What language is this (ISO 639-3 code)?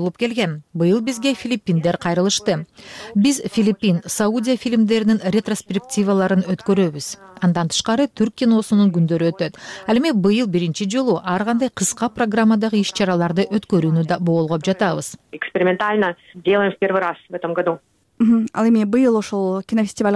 kir